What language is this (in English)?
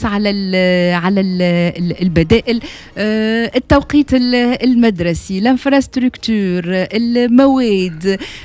Tunisian Arabic